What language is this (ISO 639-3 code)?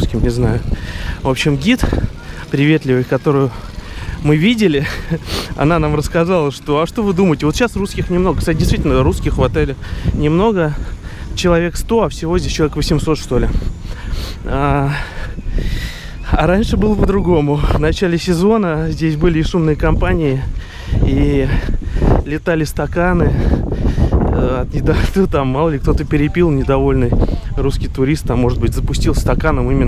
rus